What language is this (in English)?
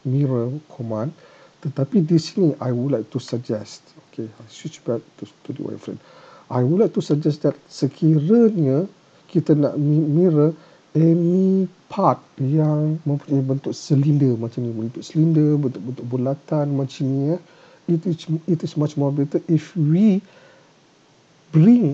Malay